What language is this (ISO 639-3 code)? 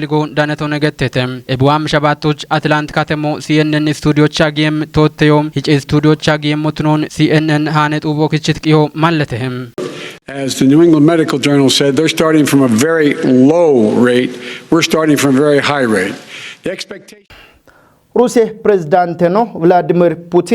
kbr